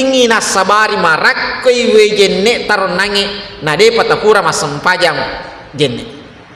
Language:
Buginese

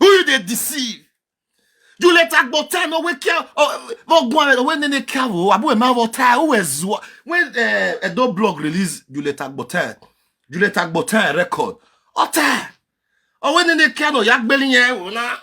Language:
Nigerian Pidgin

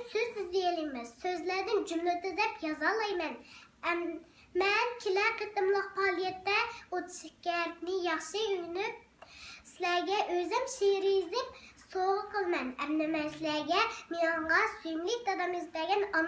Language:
Uyghur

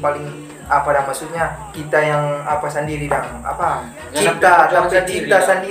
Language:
Manado Malay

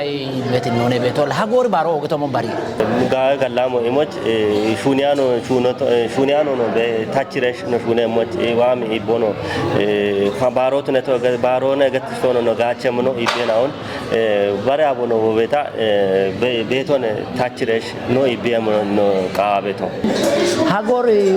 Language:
Kafa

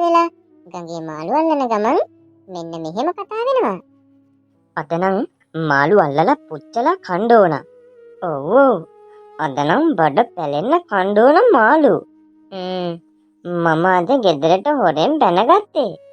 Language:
Sinhala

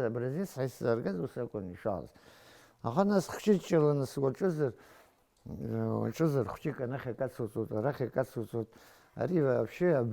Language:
Abkhazian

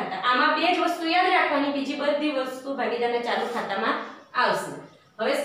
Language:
Gujarati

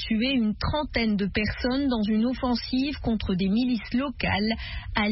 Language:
French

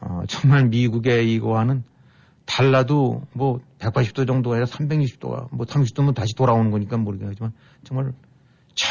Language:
Korean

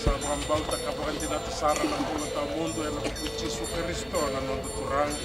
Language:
Fijian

